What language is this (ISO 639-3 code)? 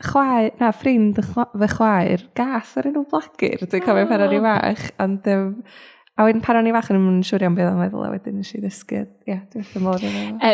cym